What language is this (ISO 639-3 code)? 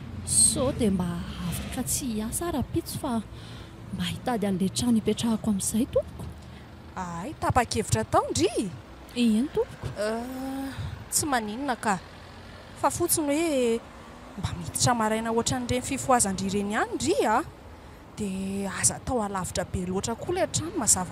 mlg